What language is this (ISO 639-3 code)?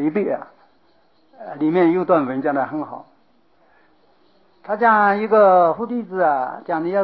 zho